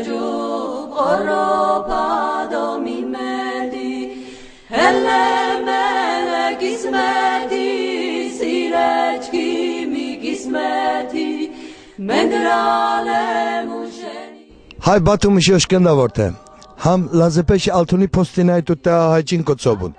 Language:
Laz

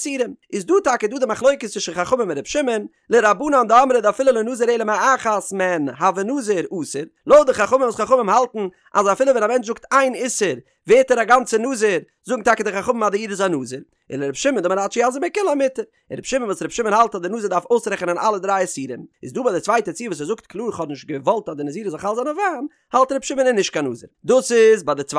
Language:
Yiddish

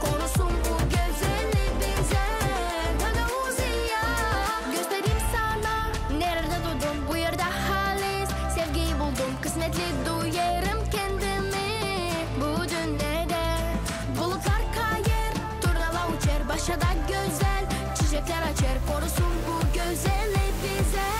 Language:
Gagauz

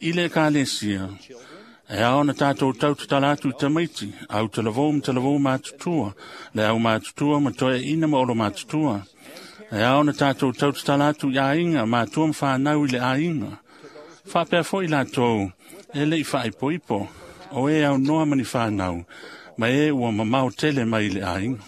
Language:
Samoan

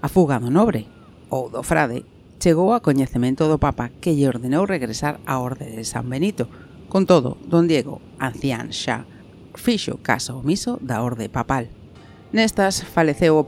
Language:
Galician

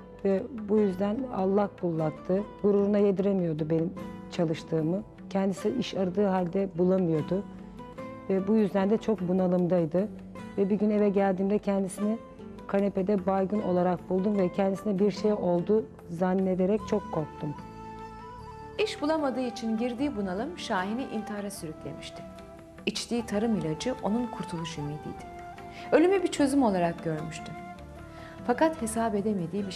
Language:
Turkish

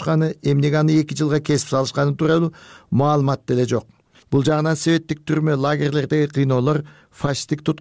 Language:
Kyrgyz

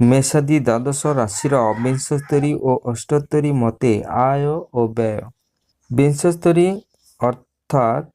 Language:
Odia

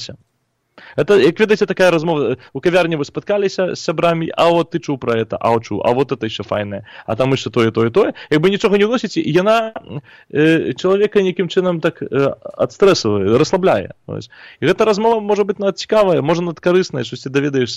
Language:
Belarusian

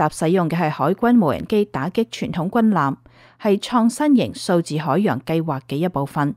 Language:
Cantonese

